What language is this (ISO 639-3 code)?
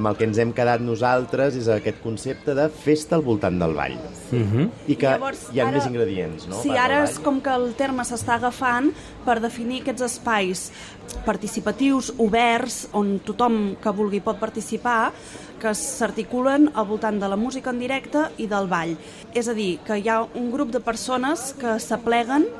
cat